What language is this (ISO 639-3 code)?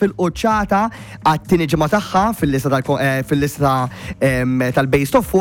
mlt